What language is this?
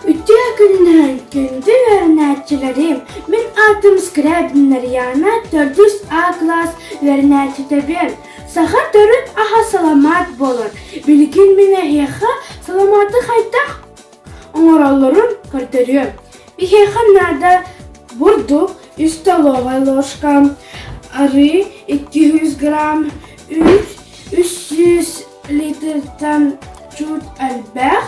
Yakut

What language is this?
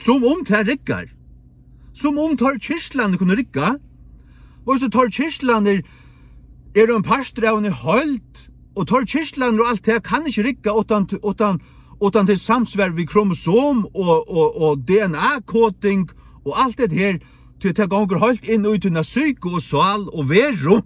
Faroese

